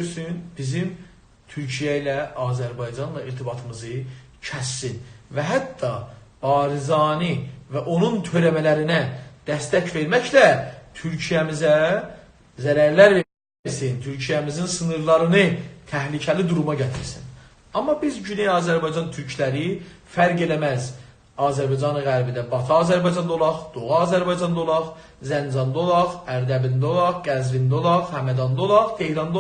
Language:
South Azerbaijani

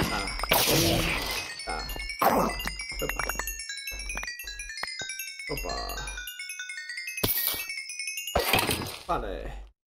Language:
Basque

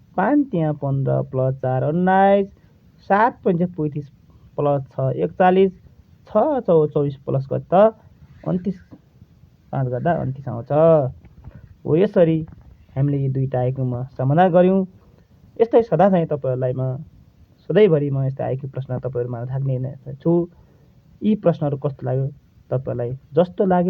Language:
Nepali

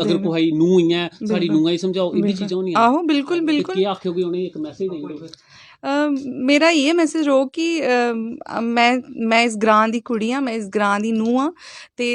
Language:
Dogri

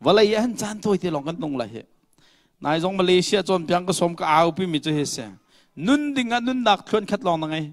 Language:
Hakha Chin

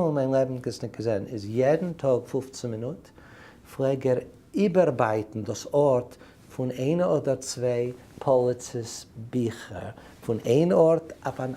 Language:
Yiddish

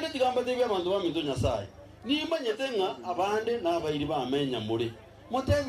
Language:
Gusii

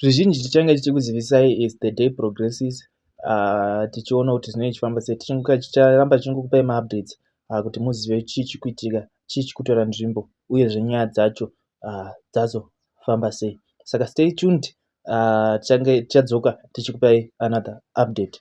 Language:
Shona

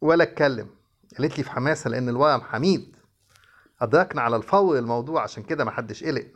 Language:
Egyptian Arabic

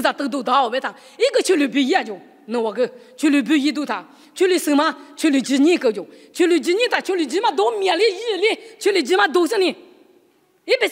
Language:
Lisu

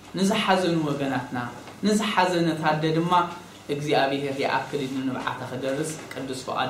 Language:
Tigrinya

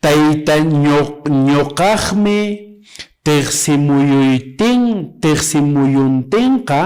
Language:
Quechua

